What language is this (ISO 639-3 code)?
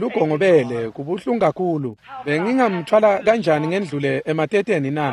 ssw